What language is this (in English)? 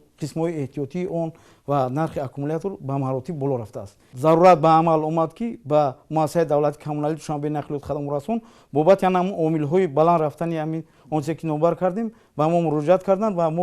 Tajik